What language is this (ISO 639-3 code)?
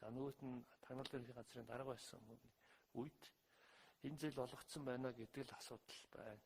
mon